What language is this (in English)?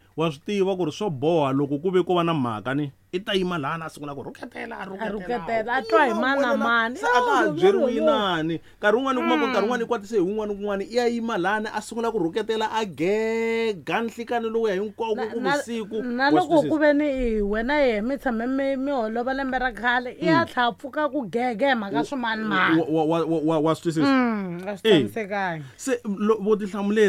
Tsonga